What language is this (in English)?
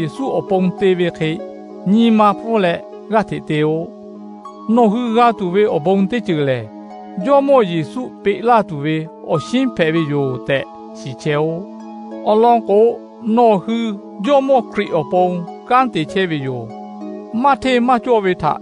Lahu